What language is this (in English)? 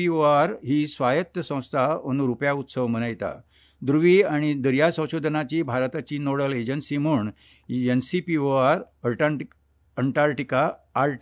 Konkani